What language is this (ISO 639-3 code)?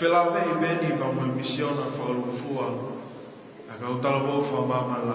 ton